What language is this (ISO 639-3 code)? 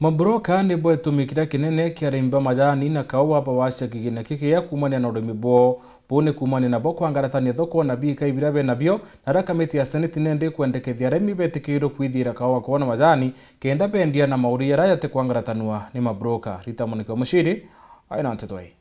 mer